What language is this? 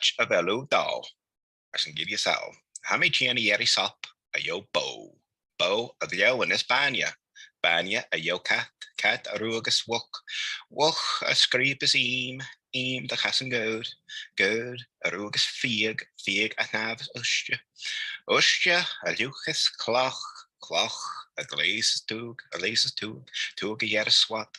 Scottish Gaelic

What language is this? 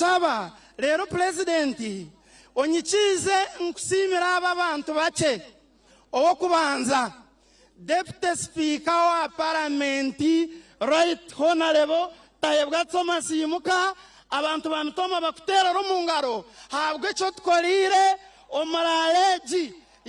Nyankole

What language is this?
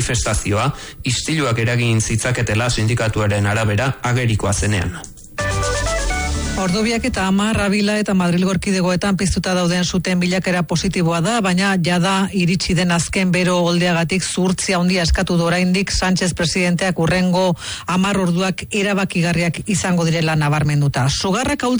Basque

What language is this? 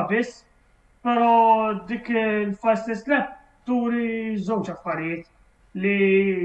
Maltese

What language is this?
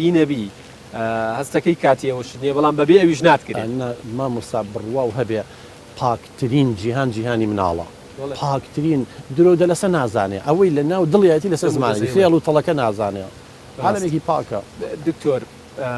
Central Kurdish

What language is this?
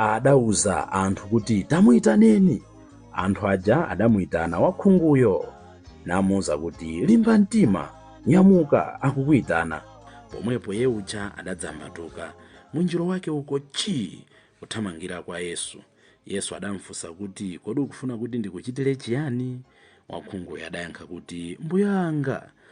Nyanja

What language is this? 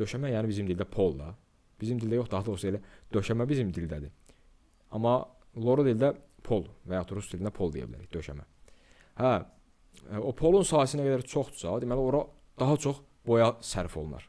Azerbaijani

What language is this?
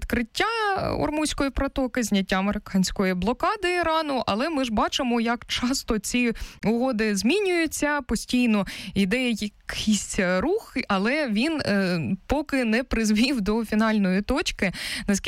Ukrainian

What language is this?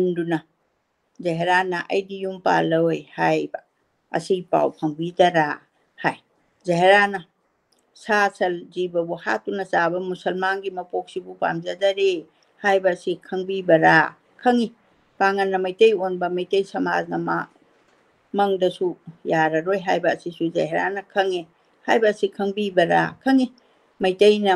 Manipuri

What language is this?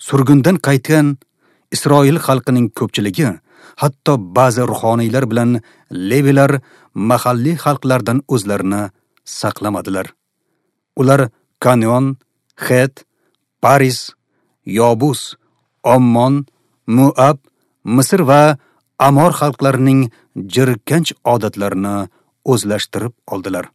Uzbek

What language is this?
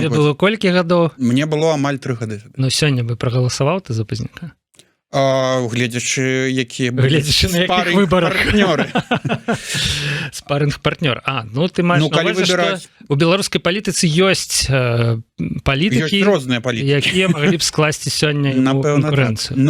Belarusian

